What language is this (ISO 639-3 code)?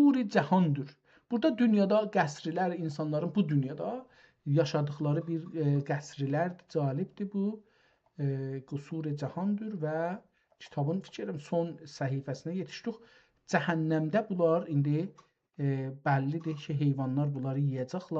azb